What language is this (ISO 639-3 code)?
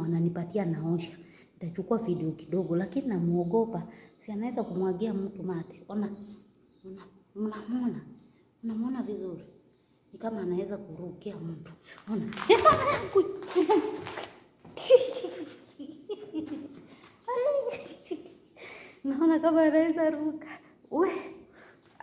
swa